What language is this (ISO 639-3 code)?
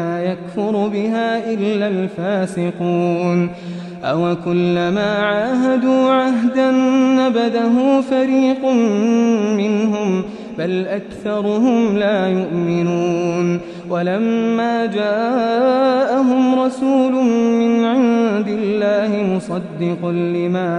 ara